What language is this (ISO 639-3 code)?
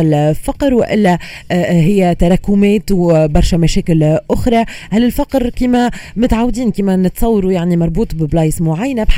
aeb